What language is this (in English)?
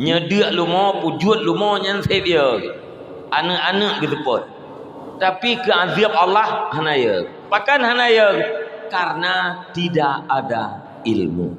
Achinese